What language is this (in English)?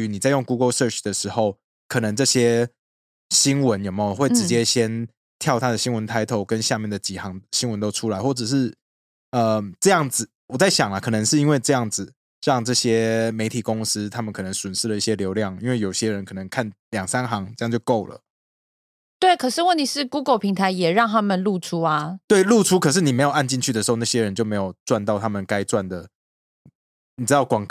Chinese